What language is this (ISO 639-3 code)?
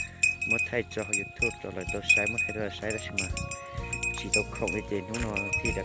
hmn